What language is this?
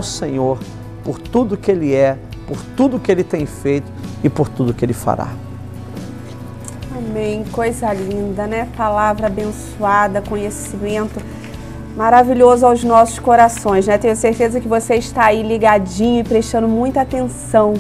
Portuguese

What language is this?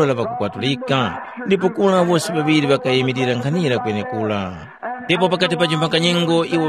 Tumbuka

